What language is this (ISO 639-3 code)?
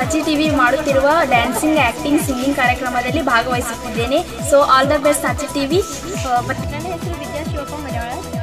kan